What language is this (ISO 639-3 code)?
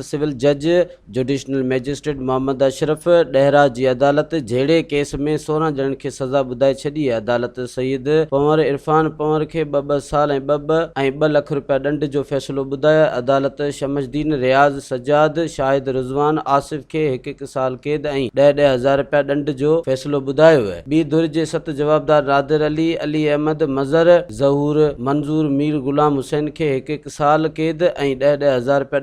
snd